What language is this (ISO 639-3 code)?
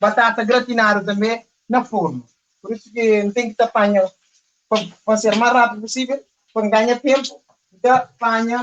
kea